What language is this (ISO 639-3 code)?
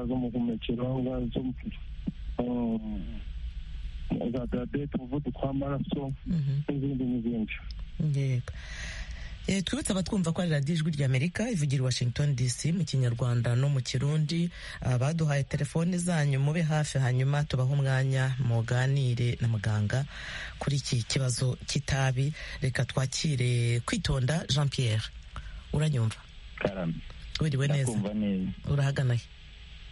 kin